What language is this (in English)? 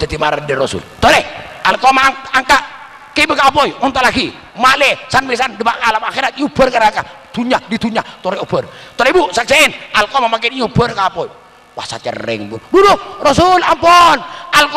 Madurese